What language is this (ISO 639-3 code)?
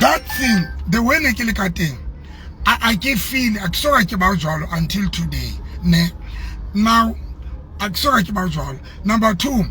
sot